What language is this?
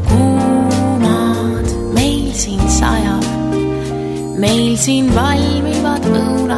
Estonian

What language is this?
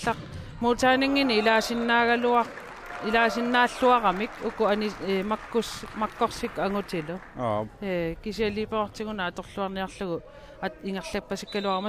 Kalaallisut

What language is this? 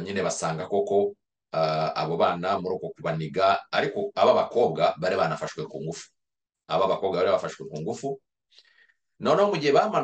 Kinyarwanda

